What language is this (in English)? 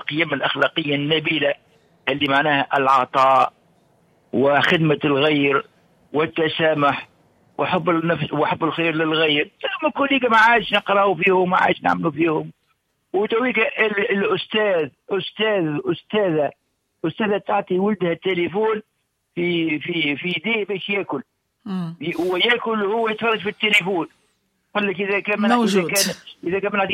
Tunisian Arabic